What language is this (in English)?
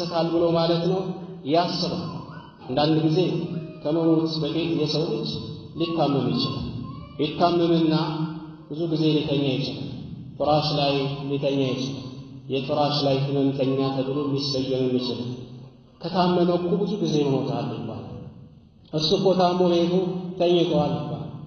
Amharic